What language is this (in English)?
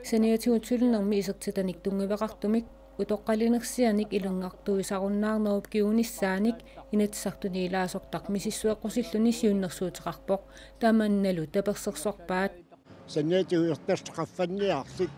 Kalaallisut